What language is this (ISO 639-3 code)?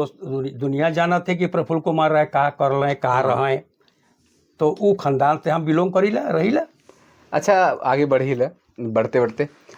sck